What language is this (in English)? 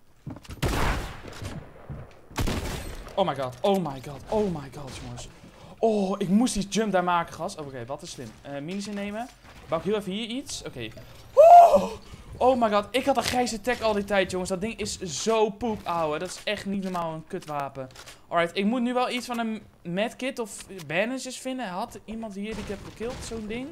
Dutch